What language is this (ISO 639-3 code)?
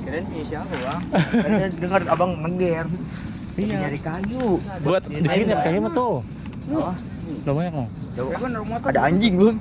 bew